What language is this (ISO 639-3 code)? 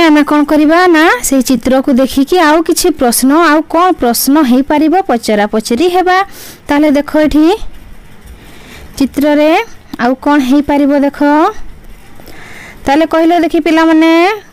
ori